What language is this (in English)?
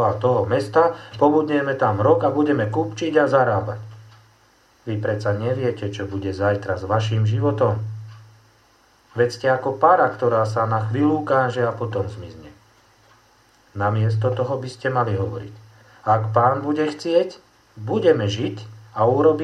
Slovak